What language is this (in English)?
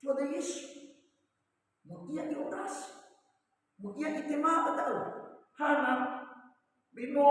Nias